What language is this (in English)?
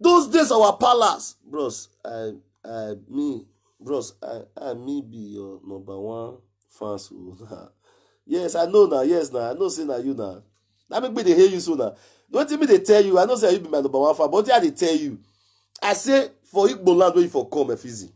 Nigerian Pidgin